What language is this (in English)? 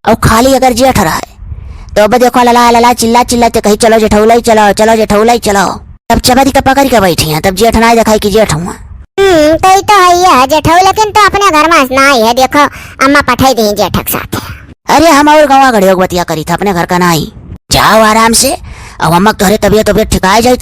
Awadhi